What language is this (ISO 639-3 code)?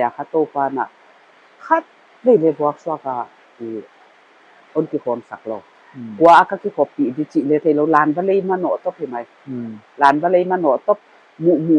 pck